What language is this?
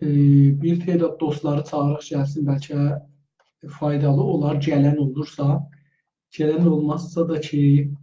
South Azerbaijani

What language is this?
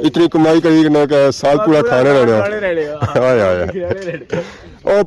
Pahari-Potwari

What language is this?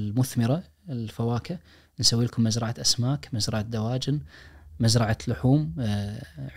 Najdi Arabic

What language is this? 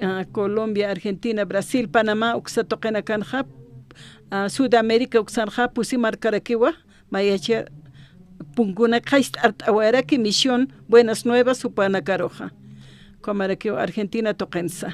Aymara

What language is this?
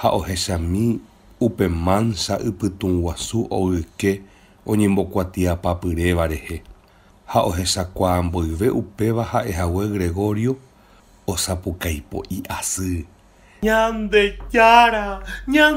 Guarani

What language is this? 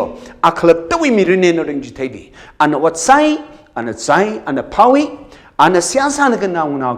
Tangkhul Naga (India)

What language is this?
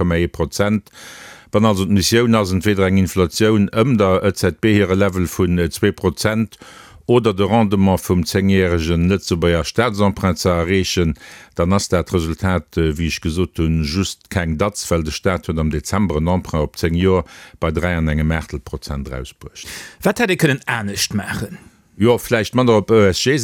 Luxembourgish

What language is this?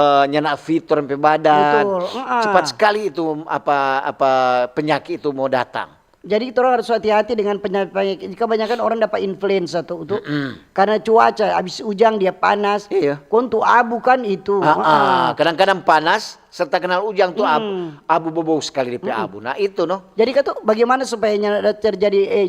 Manado Malay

